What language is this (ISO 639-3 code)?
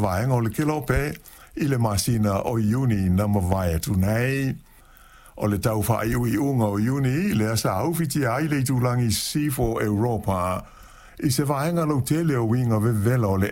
smo